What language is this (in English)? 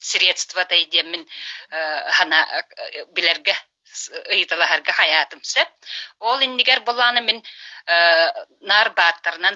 Yakut